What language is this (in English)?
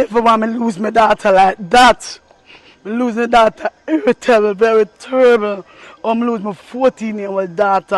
Jamaican Creole English